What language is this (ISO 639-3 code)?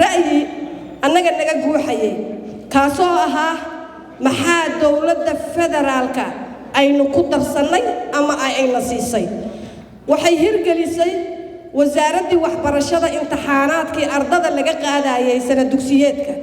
som